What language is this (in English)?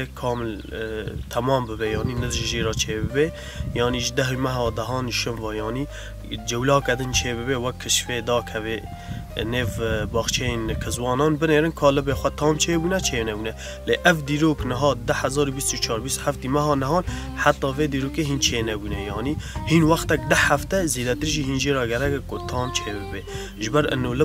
Kurdish